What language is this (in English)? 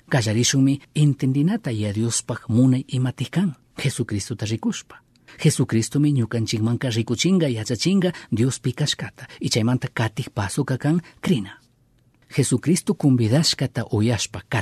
Chimborazo Highland Quichua